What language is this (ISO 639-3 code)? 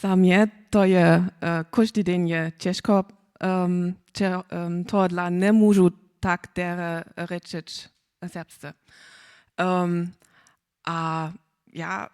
hsb